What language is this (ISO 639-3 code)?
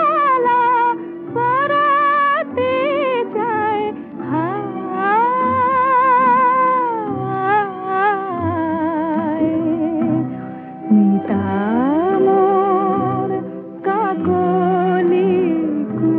ben